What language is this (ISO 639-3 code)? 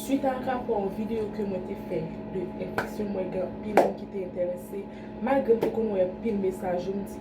hat